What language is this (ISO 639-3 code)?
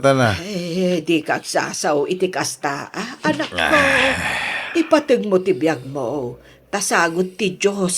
ilo